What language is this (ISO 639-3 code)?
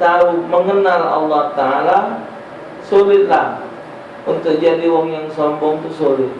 mui